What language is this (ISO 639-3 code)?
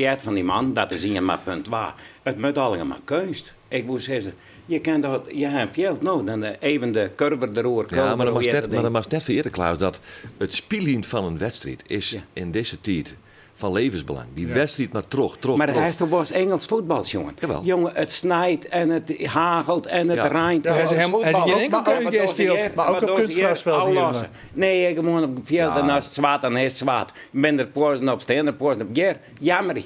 fry